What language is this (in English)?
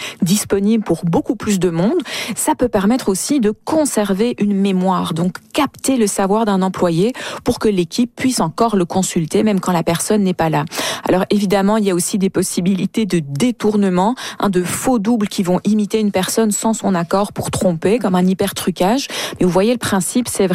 French